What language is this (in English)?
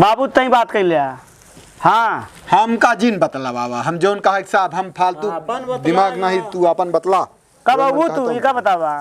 Awadhi